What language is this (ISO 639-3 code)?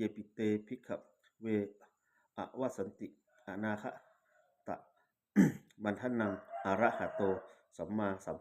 pli